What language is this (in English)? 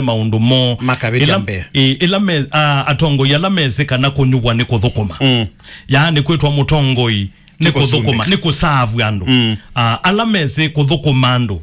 Kamba